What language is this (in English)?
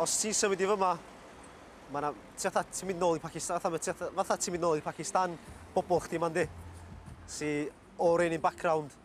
Welsh